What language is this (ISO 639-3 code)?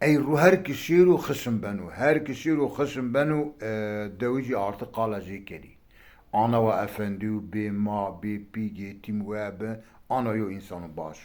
zza